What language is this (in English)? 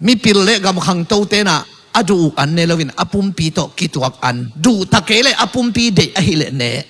Tedim Chin